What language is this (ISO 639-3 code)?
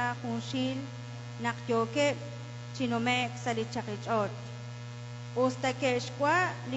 kek